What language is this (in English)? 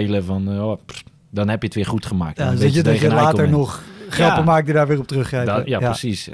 Dutch